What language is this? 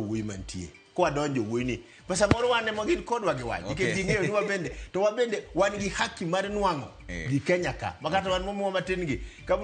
Luo (Kenya and Tanzania)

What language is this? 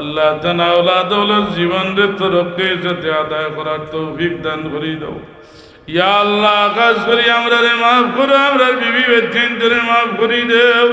Sylheti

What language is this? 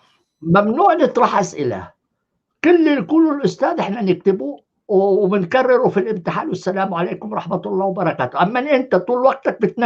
North Levantine Arabic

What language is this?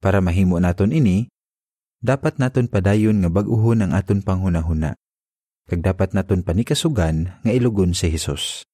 Hiligaynon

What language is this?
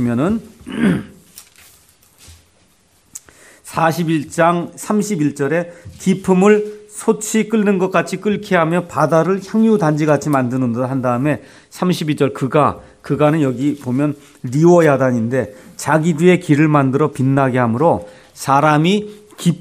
Korean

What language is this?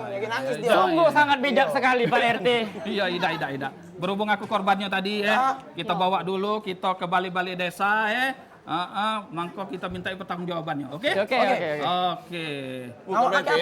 Musi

